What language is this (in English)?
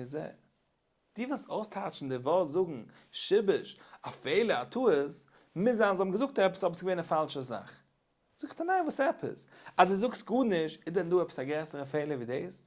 Yiddish